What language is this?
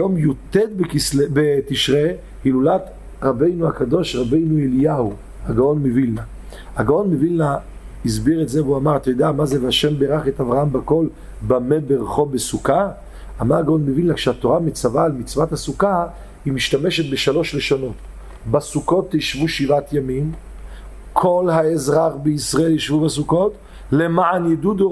Hebrew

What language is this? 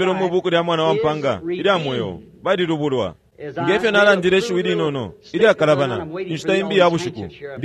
Bemba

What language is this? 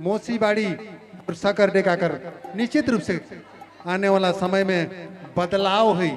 Sadri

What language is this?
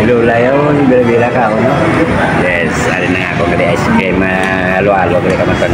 Hiligaynon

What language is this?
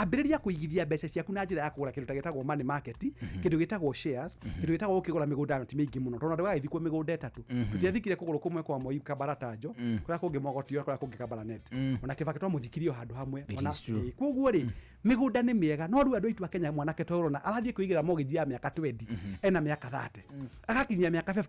Kikuyu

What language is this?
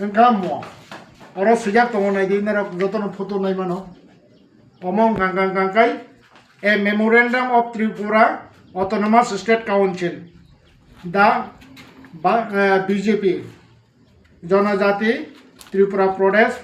Kok Borok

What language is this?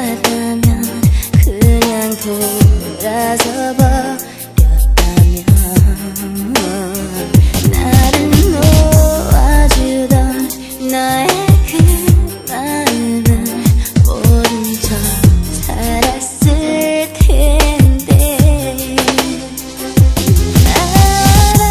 Korean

